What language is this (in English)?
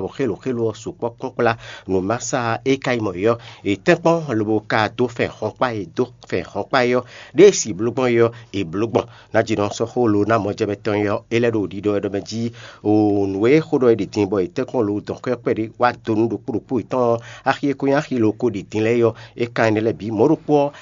Fon